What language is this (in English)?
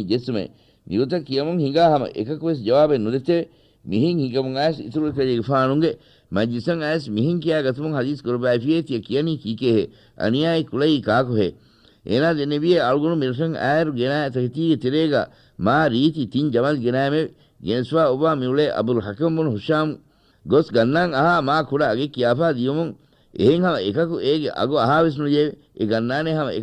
Divehi